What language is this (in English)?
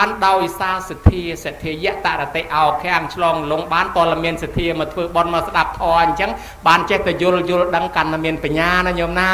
Khmer